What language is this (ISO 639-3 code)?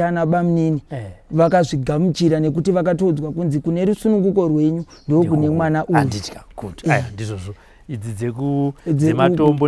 sna